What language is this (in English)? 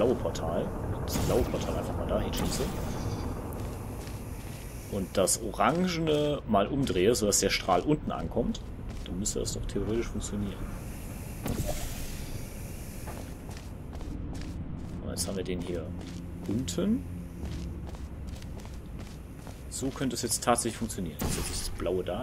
German